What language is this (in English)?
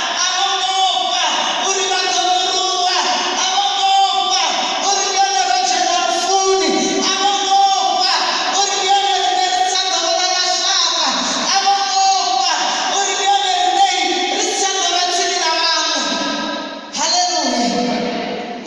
Venda